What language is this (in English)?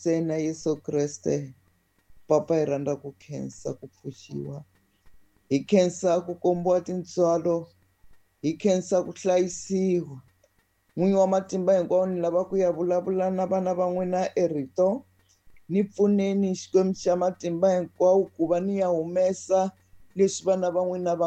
Tsonga